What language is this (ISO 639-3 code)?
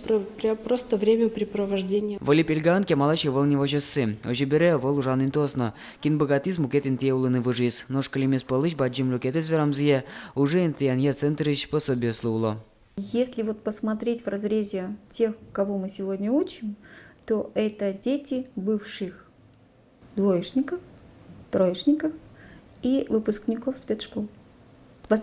udm